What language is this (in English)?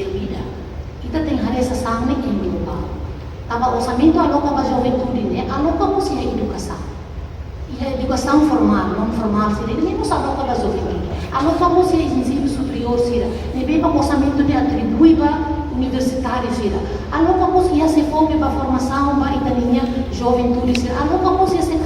Tetum